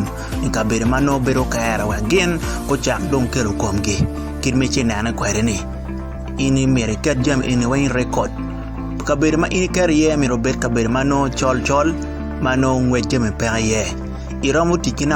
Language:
Acoli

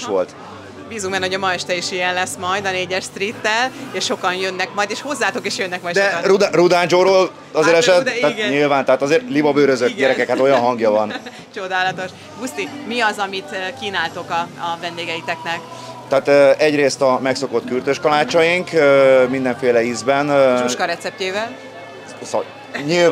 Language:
Hungarian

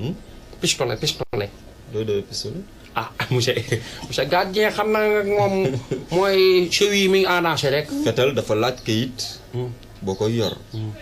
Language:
Wolof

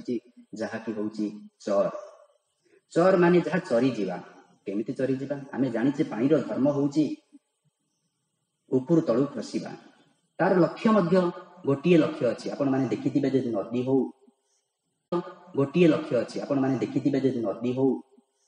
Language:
Odia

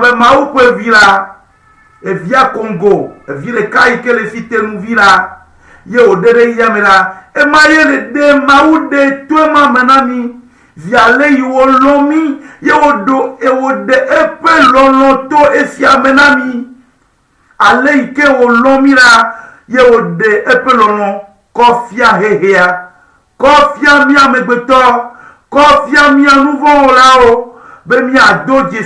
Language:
Ewe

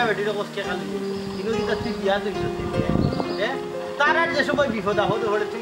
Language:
Sylheti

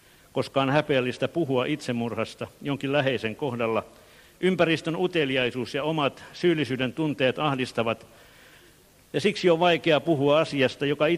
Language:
Finnish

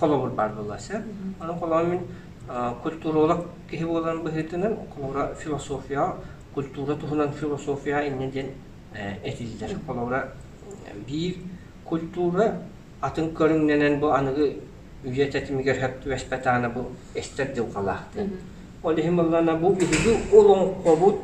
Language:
Yakut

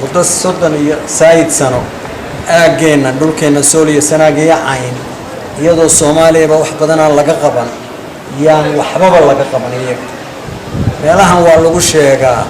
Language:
Somali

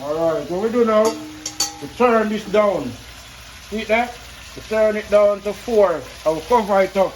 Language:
Jamaican Creole English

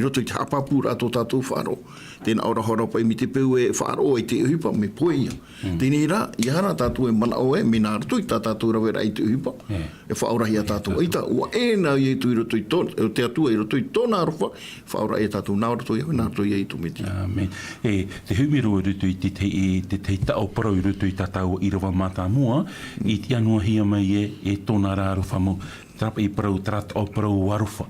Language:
Tahitian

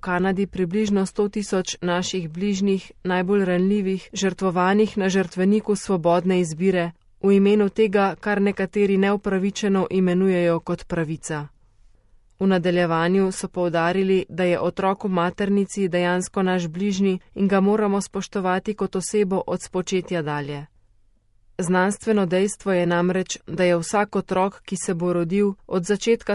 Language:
Slovenian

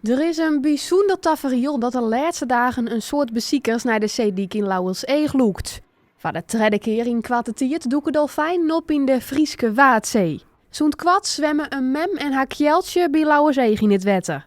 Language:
Western Frisian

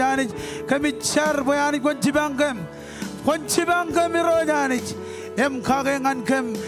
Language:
Marshallese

